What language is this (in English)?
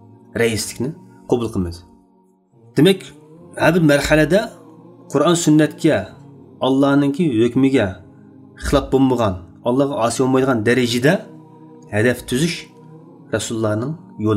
Uyghur